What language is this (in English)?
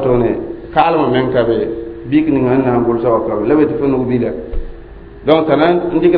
Mossi